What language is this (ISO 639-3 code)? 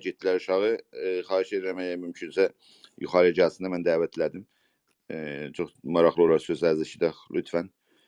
azb